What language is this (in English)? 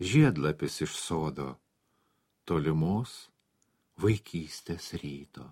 Lithuanian